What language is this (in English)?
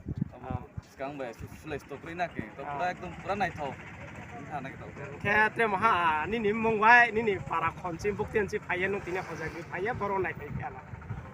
Riang (India)